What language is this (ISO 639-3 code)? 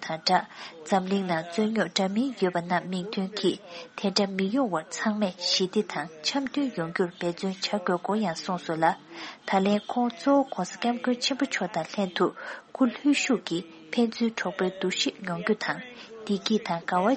bod